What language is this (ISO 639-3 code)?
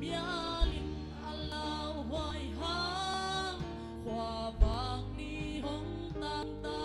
ctd